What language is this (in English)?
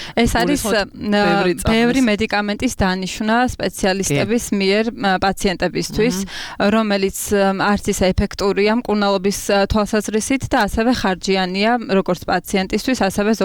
Georgian